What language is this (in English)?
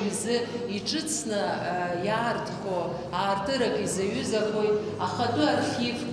Abkhazian